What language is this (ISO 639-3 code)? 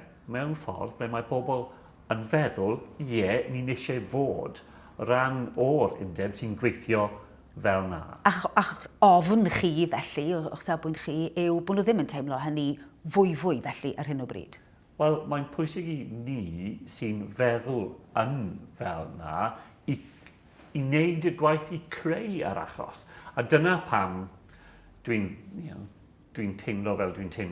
cym